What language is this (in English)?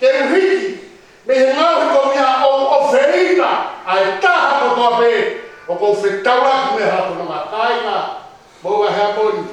Tongan